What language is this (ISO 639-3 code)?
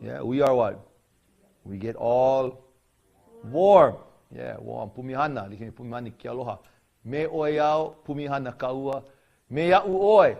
haw